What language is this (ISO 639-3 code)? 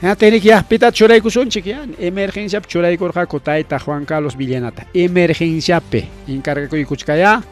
quy